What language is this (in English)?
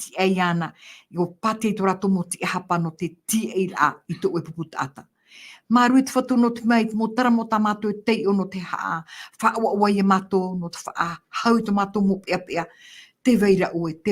Tahitian